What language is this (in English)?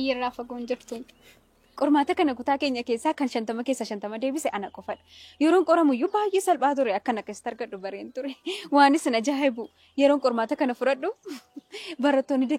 Oromo